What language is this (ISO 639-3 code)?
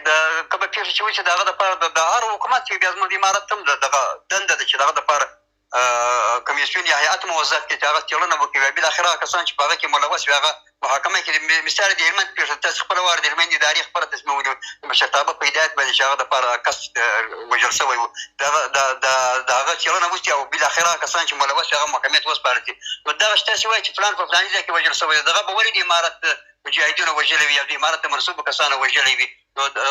pus